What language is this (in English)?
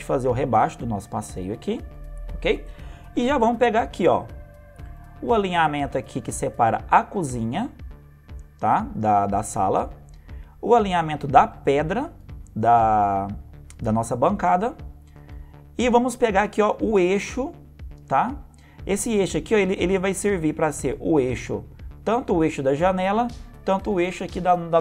Portuguese